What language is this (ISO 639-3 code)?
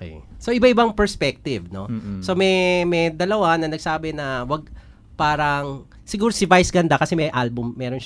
fil